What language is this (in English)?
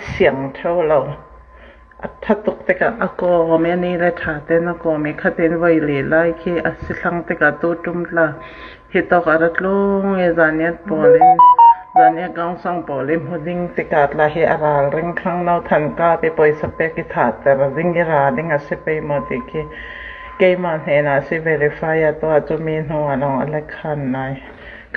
Hakha Chin